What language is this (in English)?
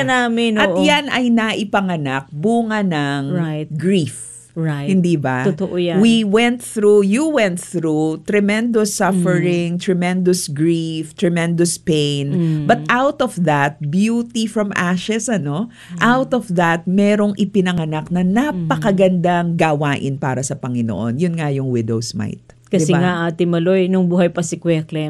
Filipino